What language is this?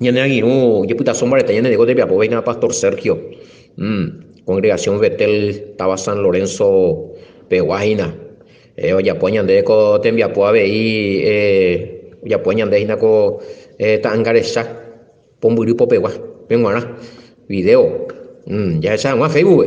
Guarani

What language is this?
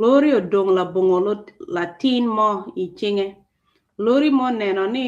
Acoli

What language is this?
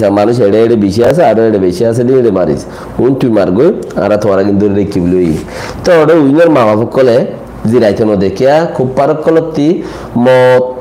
Rohingya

